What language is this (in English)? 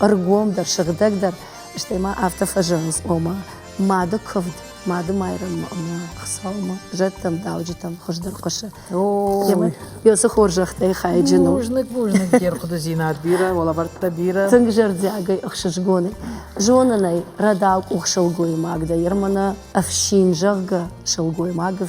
Ossetic